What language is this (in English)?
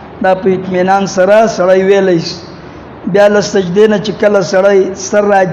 Pashto